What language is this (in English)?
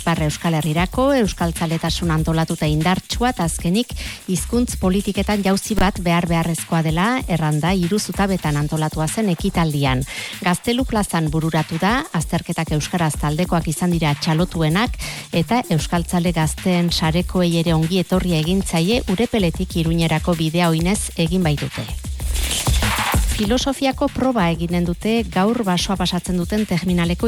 Basque